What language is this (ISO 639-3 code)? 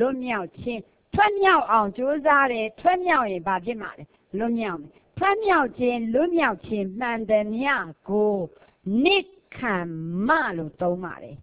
mya